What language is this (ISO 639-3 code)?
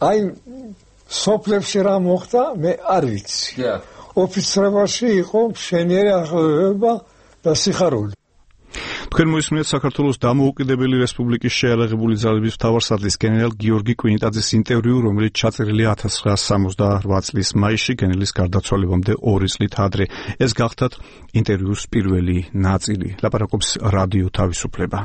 kat